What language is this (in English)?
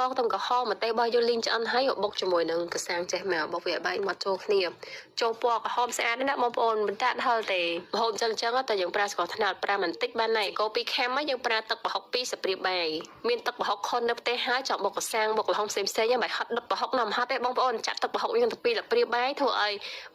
Khmer